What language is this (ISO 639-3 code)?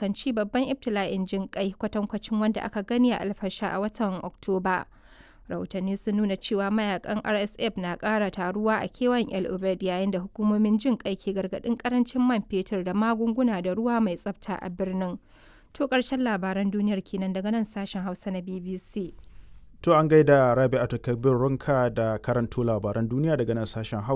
hau